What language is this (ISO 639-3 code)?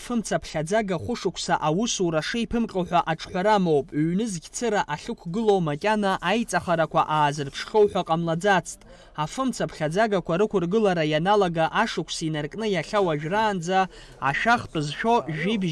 abk